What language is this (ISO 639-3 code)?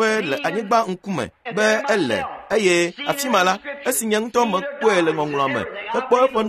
ewe